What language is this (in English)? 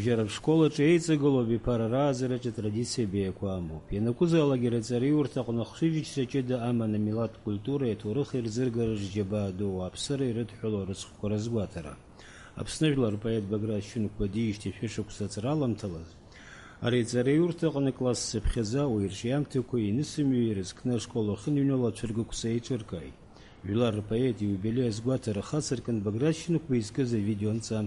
Abkhazian